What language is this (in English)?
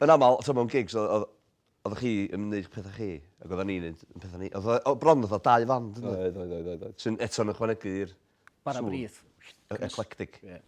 Welsh